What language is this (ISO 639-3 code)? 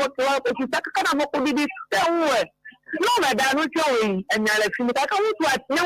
ewe